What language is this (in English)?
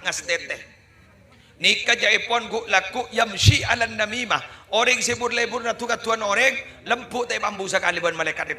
Madurese